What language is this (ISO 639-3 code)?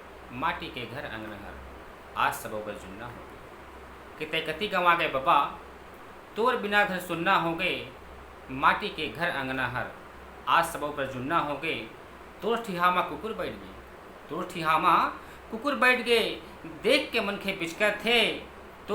hne